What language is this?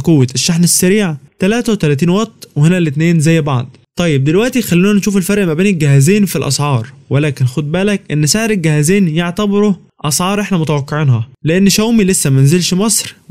Egyptian Arabic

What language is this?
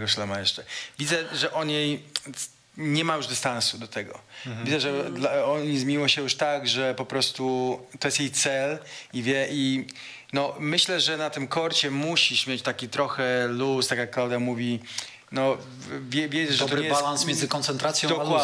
Polish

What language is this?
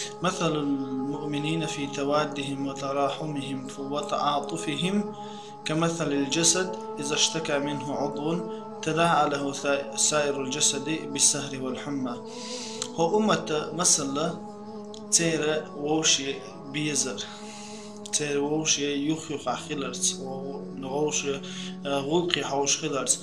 Chechen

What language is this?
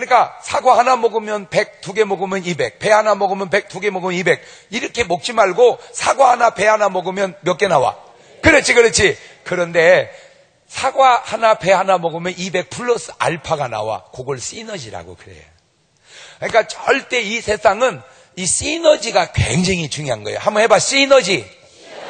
Korean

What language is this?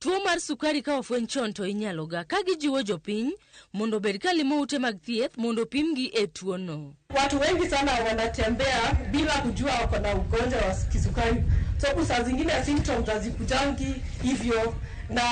Luo (Kenya and Tanzania)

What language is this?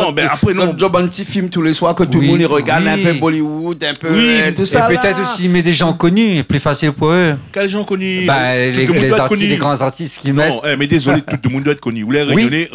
Réunion Creole French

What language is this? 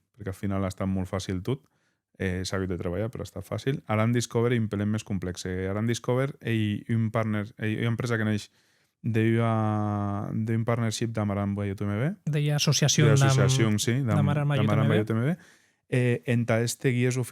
Occitan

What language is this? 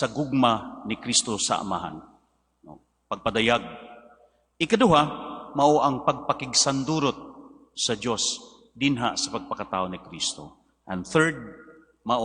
Cebuano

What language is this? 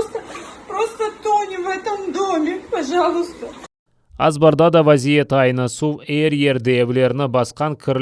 Crimean Tatar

